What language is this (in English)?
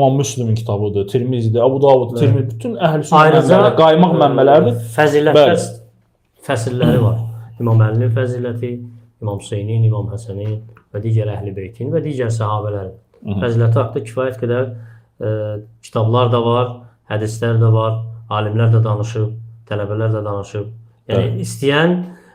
Azerbaijani